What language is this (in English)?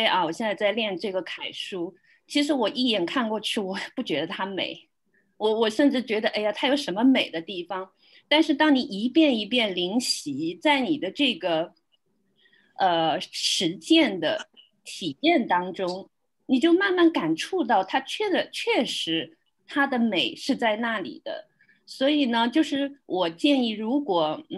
Chinese